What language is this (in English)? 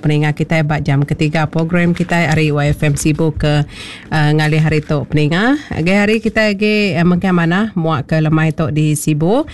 Iban